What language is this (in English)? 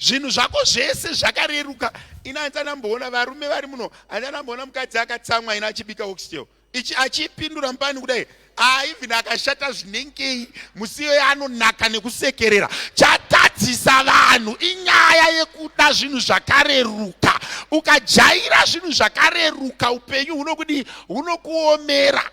Shona